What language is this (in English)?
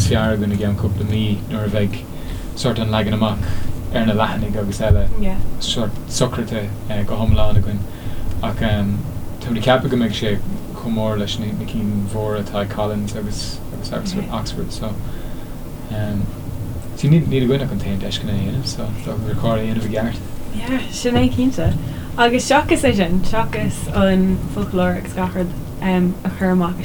Irish